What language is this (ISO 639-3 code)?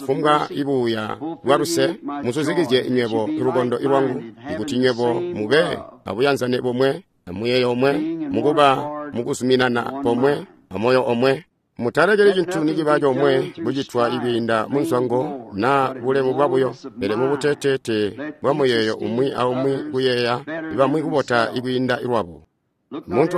toi